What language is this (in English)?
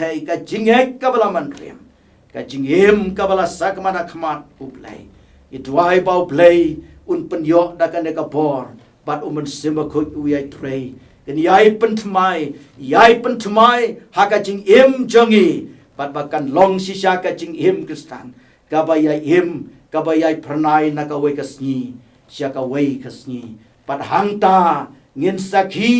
Khasi